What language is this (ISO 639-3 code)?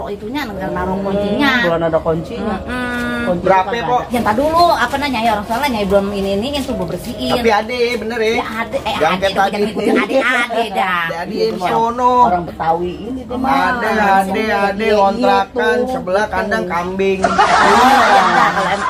bew